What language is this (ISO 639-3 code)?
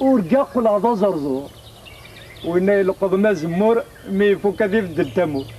kab